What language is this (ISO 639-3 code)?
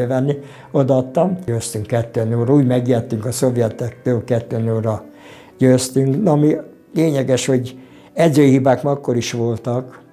hun